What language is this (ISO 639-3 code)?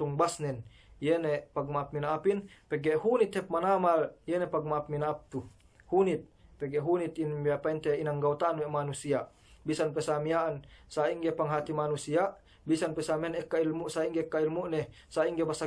yka